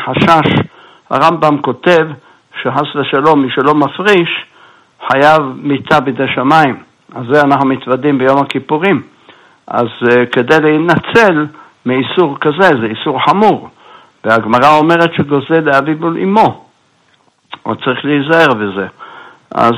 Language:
Hebrew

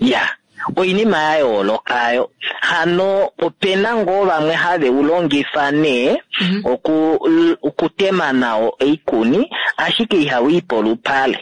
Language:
Kuanyama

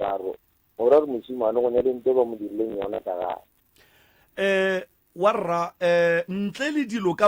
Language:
Northern Sotho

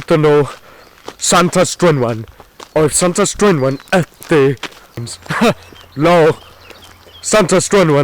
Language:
Welsh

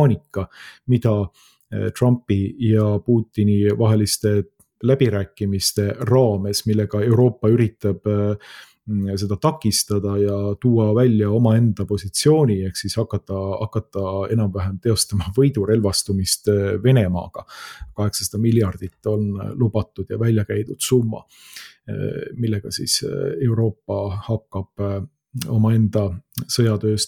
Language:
Estonian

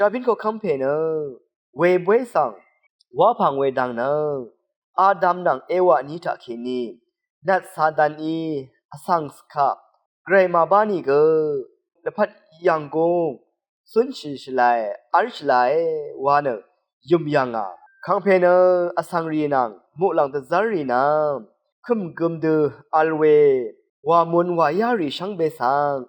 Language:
Rawang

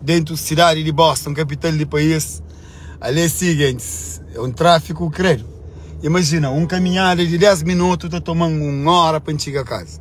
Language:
Kabuverdianu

